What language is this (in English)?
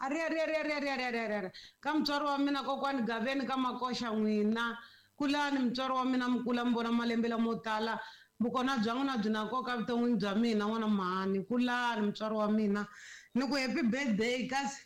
Tsonga